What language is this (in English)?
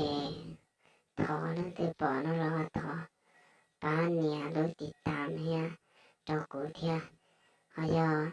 Hmong